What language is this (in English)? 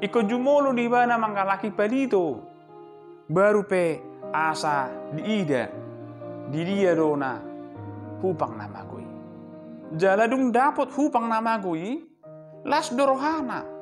Batak Toba